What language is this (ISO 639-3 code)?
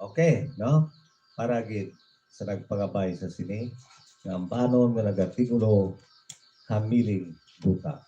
hil